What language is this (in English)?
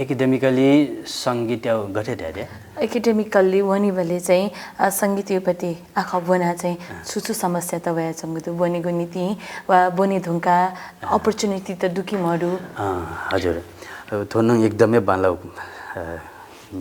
Newari